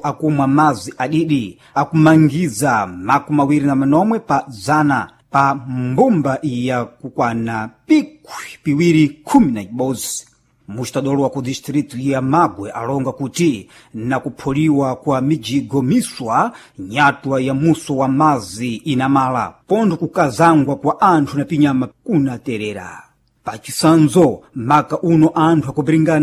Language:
Sena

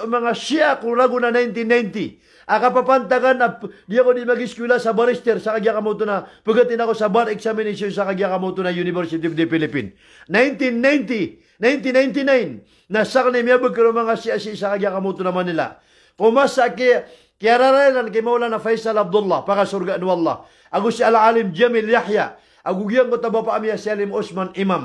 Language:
Maranao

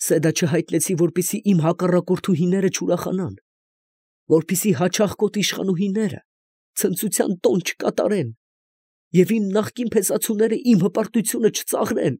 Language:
Armenian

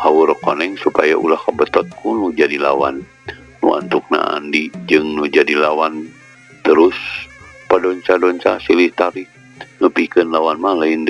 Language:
Sundanese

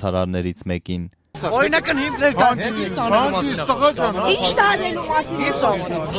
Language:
Armenian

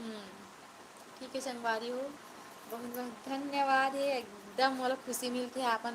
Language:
Chhattisgarhi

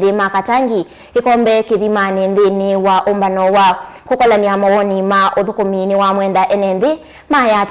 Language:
Kamba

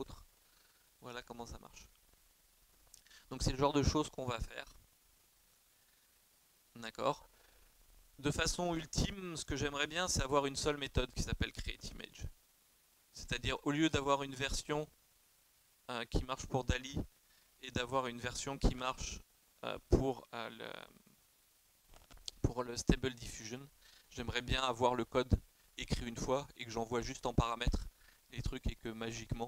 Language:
French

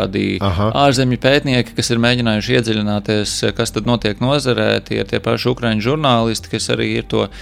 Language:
Latvian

